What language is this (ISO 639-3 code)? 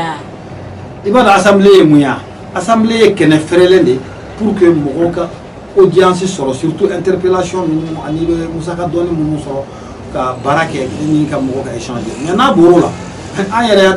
bam